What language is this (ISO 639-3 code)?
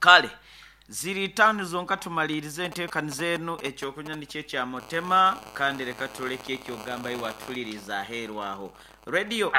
nyn